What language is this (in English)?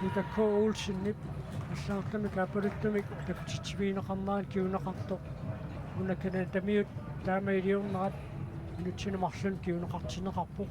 Kalaallisut